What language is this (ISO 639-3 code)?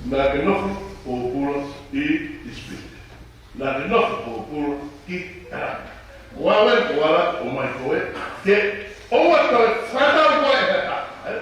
ton